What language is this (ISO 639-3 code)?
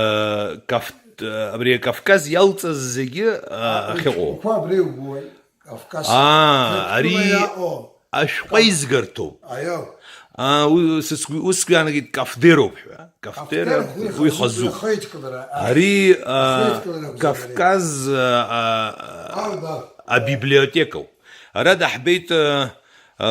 abk